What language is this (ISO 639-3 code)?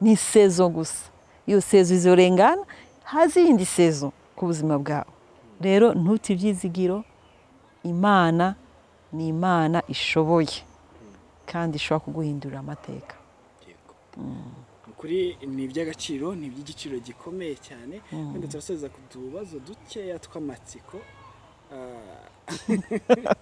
run